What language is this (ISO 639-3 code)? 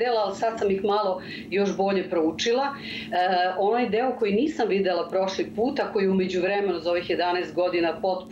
srp